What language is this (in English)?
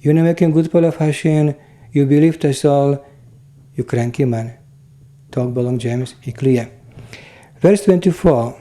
Tok Pisin